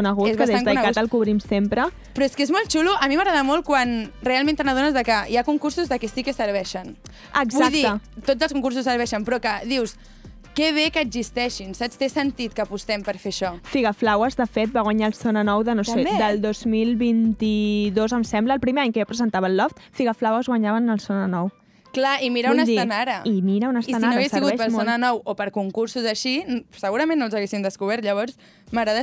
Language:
Catalan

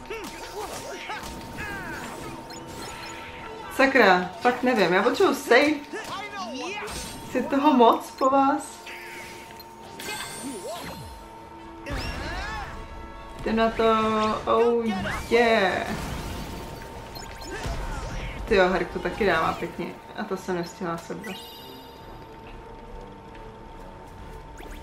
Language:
Czech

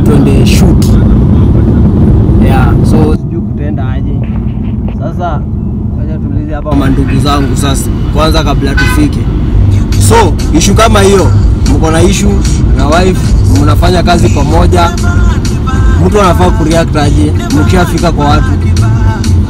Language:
Swahili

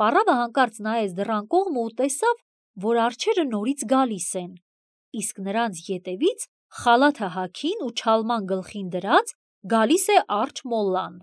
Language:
Armenian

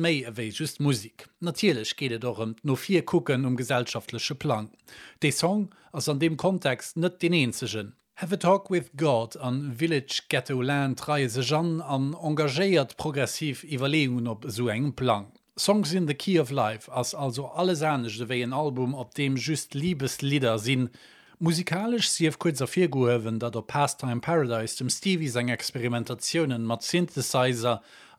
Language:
Luxembourgish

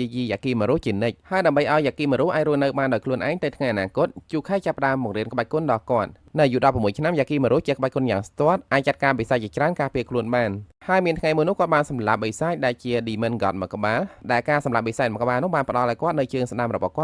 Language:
Khmer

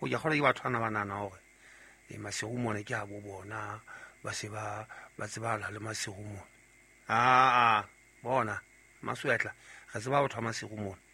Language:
Southern Sotho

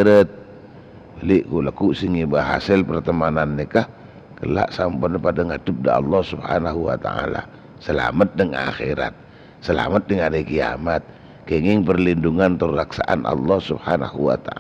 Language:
Madurese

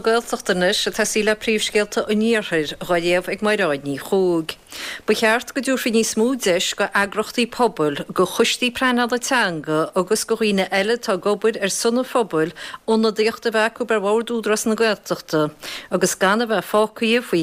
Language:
Irish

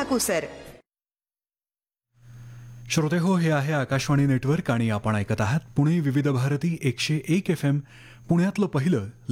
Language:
Marathi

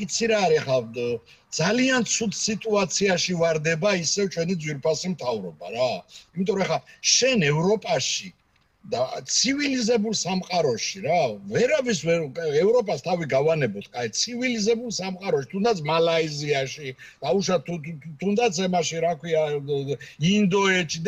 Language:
Georgian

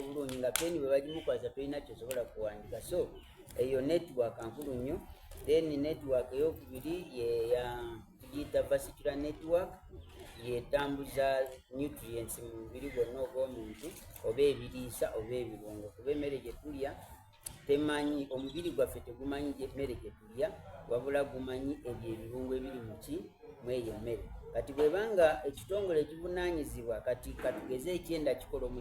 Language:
Soga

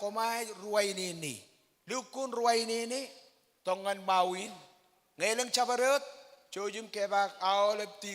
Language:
Marshallese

